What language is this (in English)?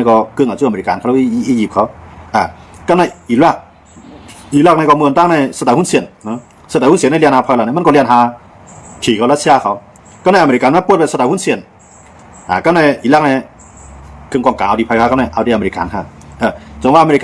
Shan